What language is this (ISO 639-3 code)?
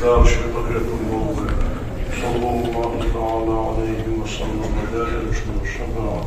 inh